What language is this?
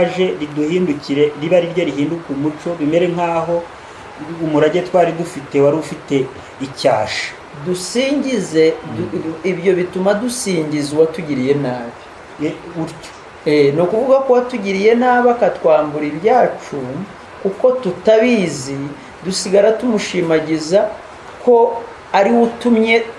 Kinyarwanda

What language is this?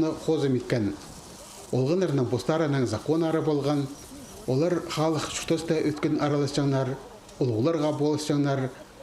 Khakas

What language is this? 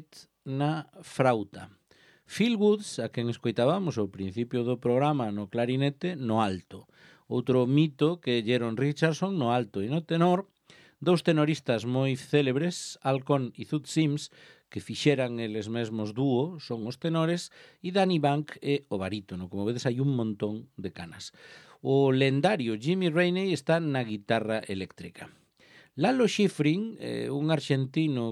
Galician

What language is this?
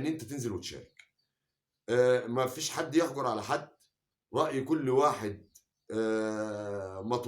Egyptian Arabic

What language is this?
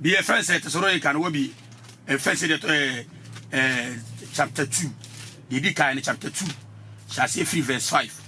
Akan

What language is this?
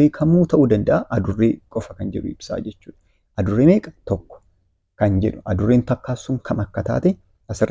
Oromo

